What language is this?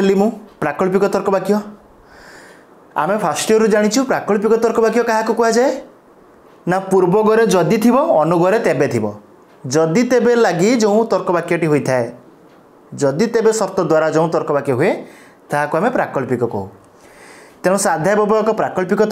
Odia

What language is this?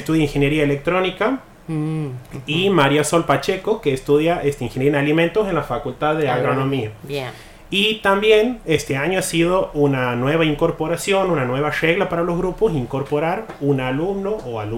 Spanish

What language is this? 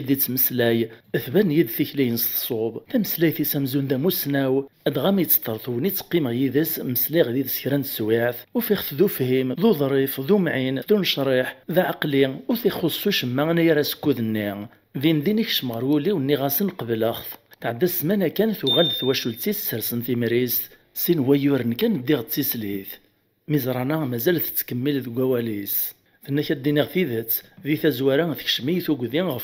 Kabyle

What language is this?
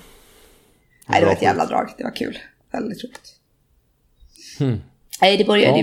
Swedish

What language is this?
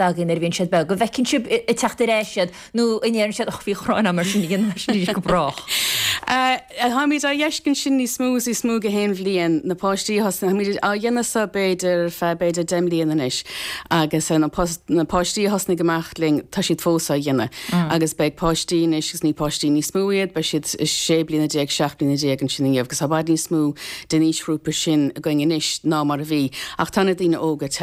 Irish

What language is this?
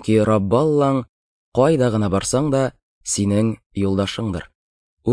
Tatar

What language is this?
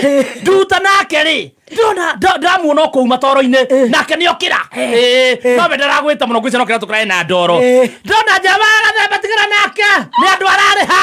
Kikuyu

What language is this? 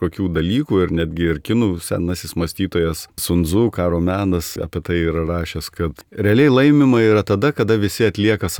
Lithuanian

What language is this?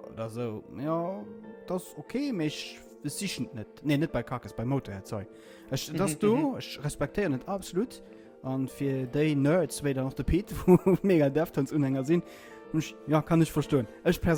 Luxembourgish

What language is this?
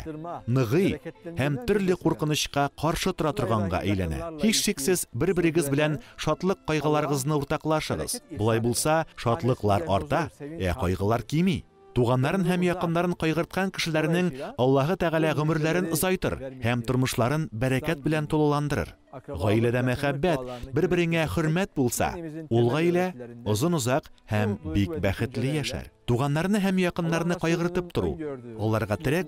Tatar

